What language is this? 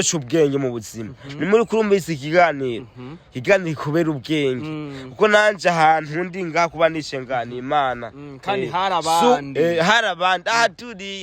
Rundi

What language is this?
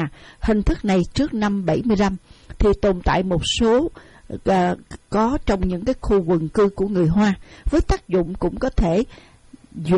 Vietnamese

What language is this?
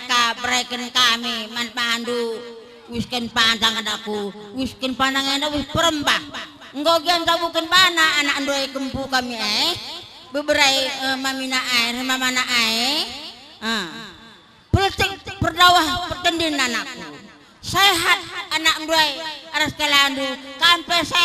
Batak Karo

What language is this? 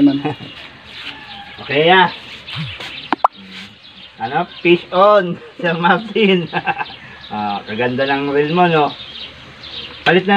Filipino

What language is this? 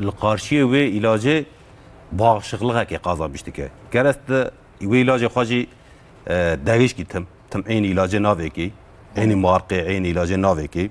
Kurdish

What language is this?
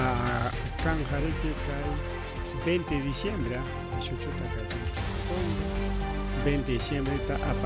Ayacucho Quechua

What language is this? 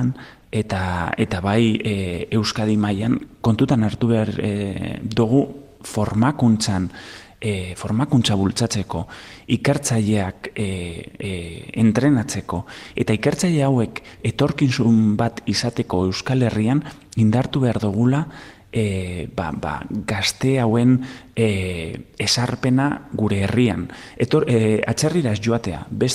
Basque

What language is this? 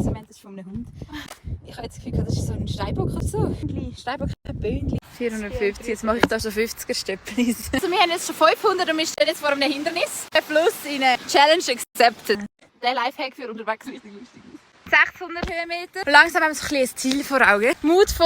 Swiss German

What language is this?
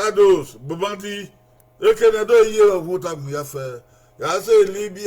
Bini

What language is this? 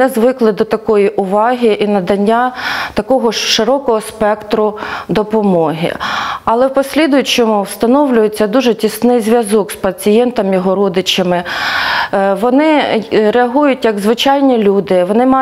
Ukrainian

